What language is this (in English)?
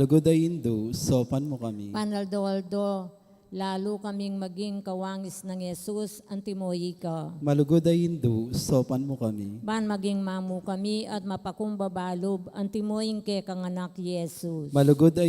Pampanga